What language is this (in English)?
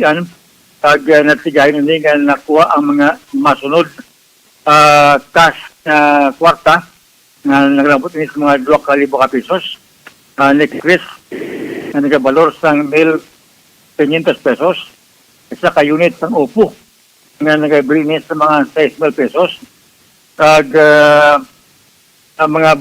Hiligaynon